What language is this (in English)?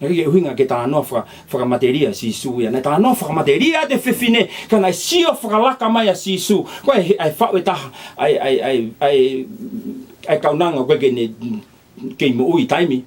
Tongan